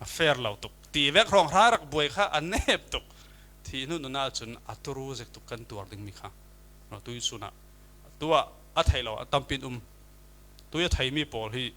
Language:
Falam Chin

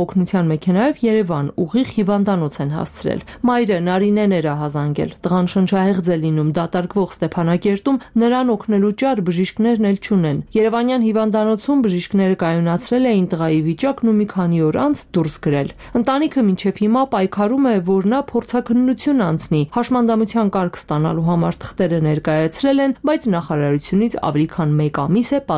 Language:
Armenian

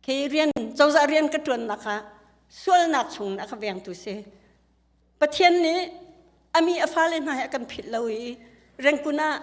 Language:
Hakha Chin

